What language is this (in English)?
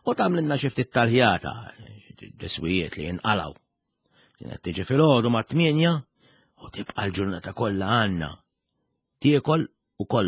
Maltese